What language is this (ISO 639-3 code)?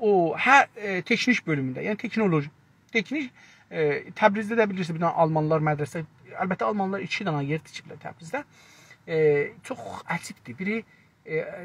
azb